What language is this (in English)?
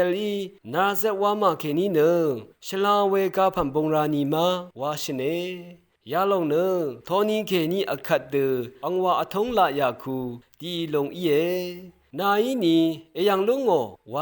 Rawang